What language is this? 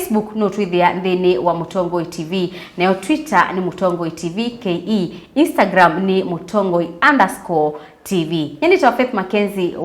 Kamba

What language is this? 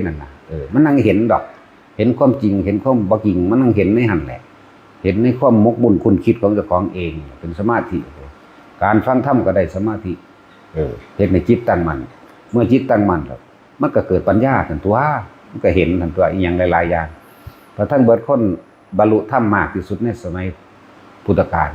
Northeastern Thai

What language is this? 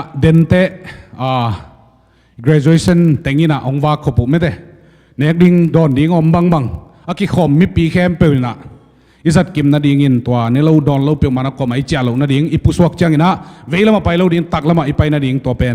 Tedim Chin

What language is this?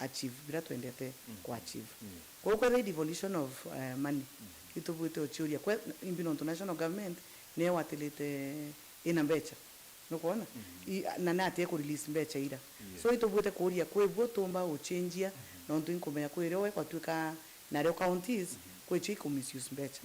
Meru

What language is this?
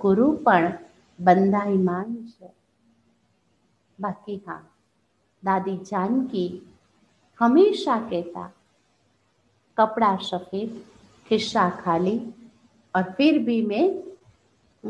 Gujarati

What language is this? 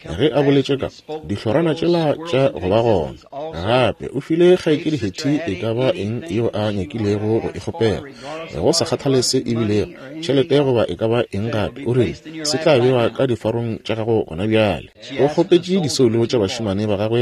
Northern Sotho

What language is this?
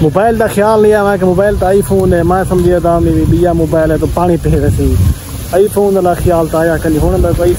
Saraiki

